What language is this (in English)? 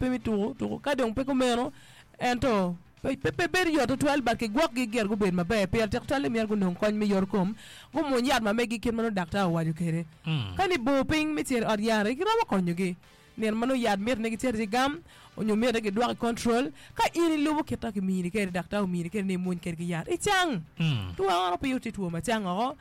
Acoli